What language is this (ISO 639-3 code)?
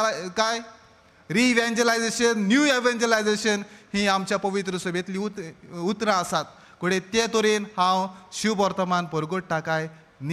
kok